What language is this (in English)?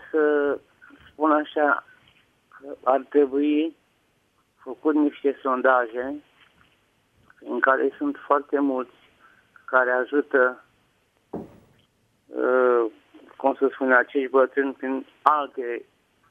Romanian